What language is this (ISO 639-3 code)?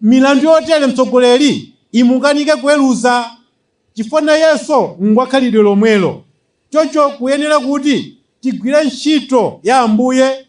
nya